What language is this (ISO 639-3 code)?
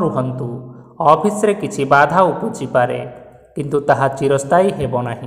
ori